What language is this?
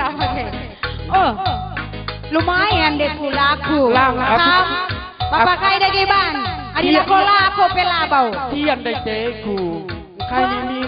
Batak Karo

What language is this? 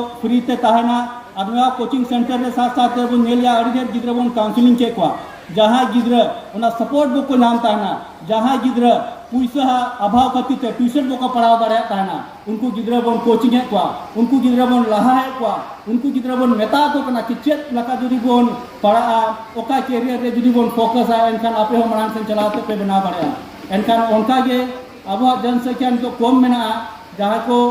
Santali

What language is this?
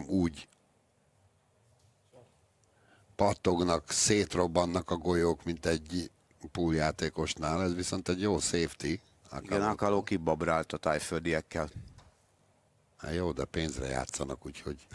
Hungarian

